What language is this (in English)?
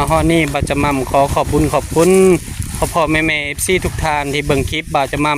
Northeastern Thai